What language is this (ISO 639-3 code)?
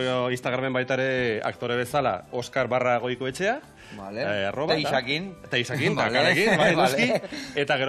eus